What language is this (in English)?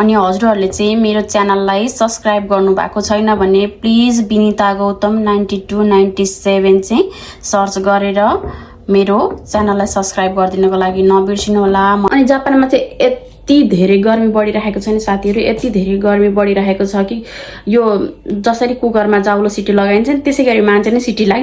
Nepali